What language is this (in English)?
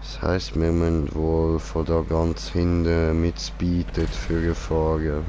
Swiss German